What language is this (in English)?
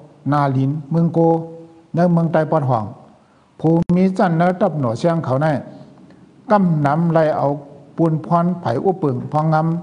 Shan